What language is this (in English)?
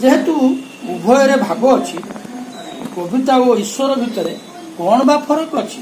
Odia